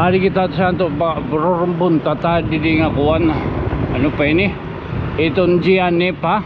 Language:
Waray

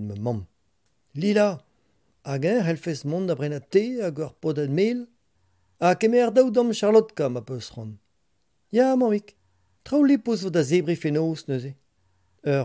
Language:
Breton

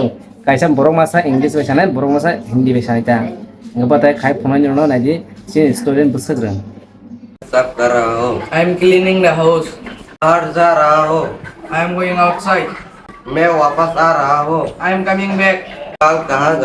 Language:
Kok Borok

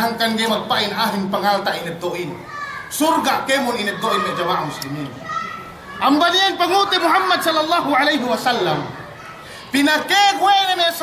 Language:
Yakan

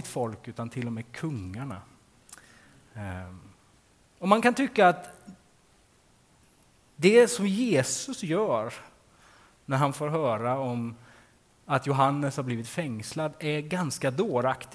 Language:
Swedish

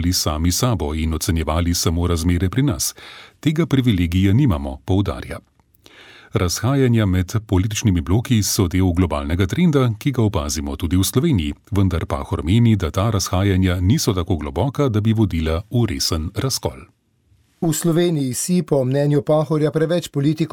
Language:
Slovenian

